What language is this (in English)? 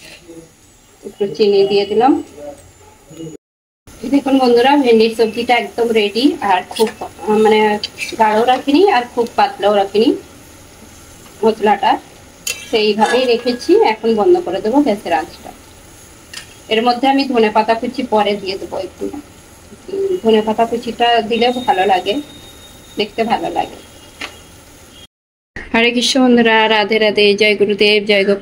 Bangla